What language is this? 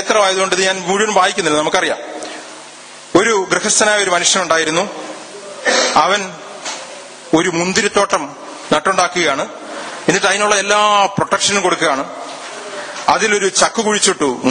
Malayalam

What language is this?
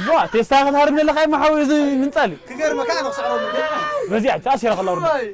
Tigrinya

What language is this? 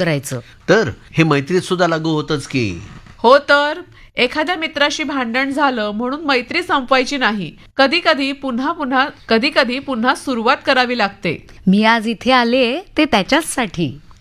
Marathi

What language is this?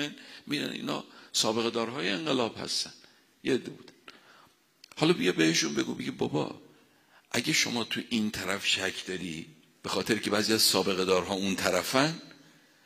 Persian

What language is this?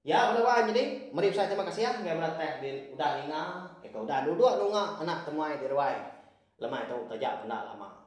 Iban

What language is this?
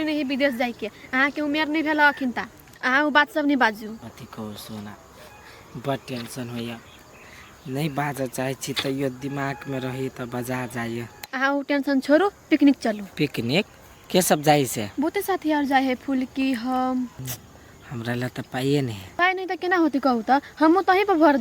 Maithili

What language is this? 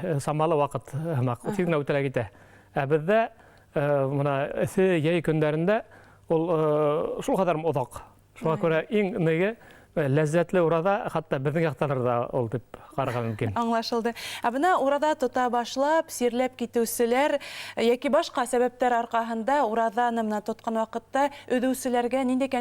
Bashkir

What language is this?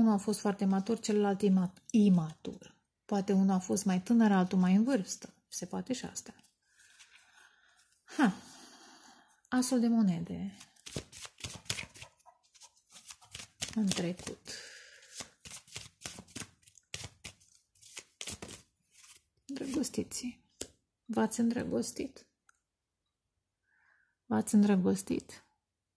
Romanian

